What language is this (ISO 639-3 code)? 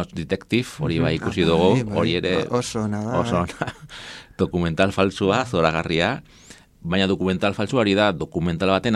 eus